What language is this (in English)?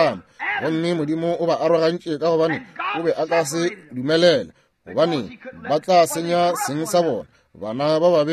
Northern Sotho